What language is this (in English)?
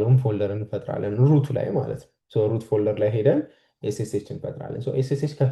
Amharic